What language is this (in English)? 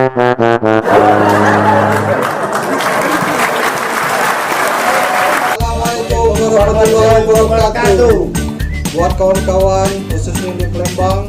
Musi